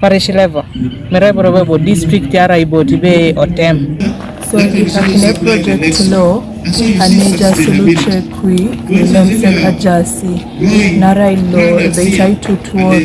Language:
Teso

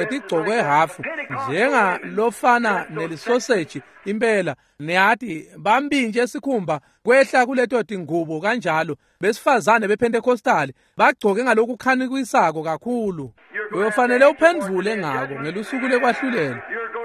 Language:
Swati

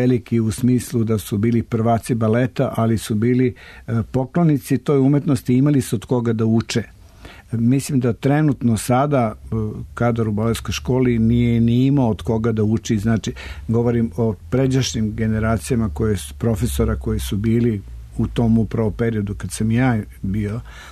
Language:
Serbian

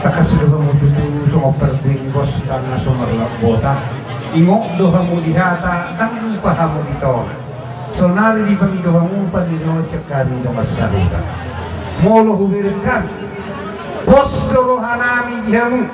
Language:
Batak Toba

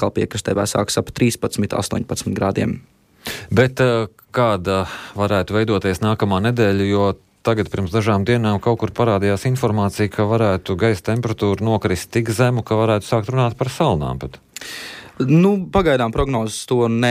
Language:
Latvian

